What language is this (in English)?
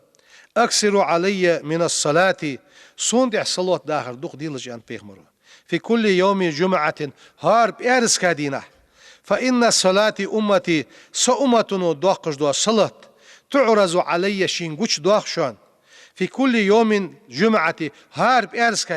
Ingush